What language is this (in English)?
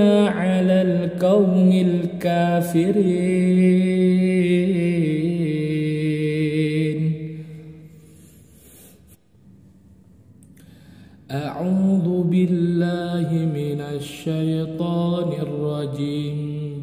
Arabic